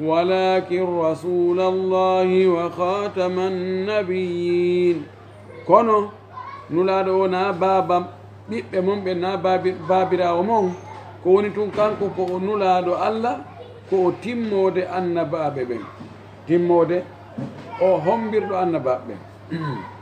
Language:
Fula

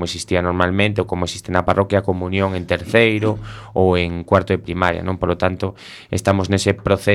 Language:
Galician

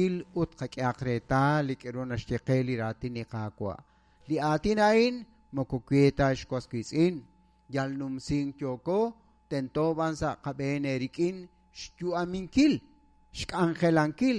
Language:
Kekchí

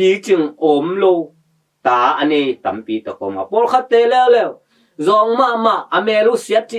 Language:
Tedim Chin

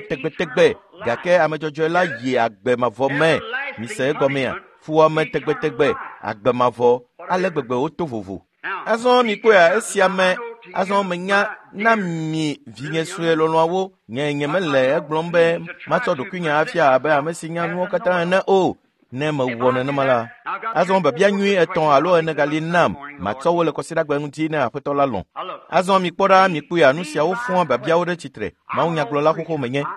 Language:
Ewe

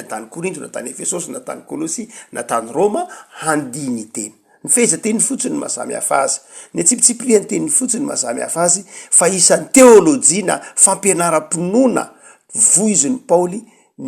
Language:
Malagasy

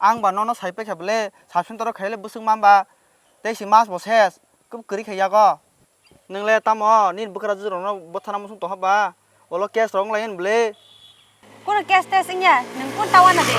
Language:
Kok Borok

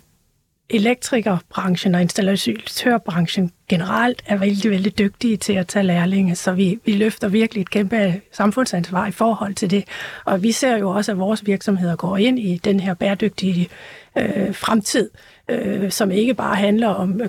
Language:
Danish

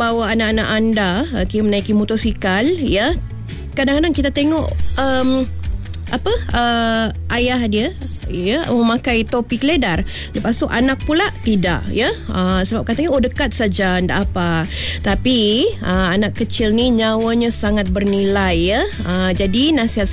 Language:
Malay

